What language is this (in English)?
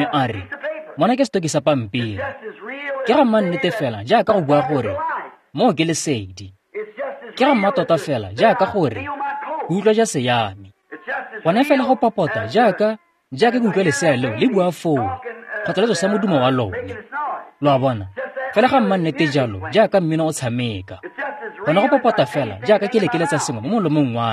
Tswana